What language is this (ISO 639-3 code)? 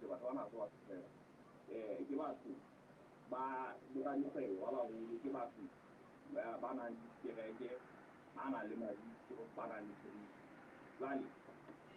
sot